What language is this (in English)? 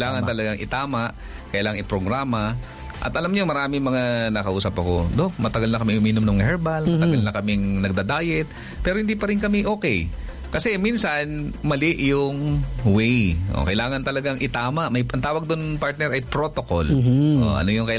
Filipino